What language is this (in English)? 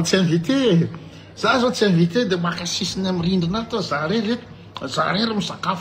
Malagasy